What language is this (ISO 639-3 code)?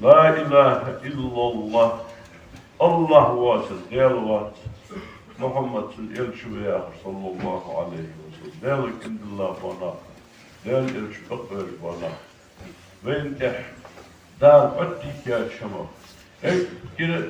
inh